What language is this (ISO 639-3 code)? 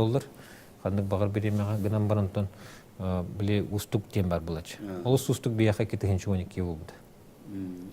sah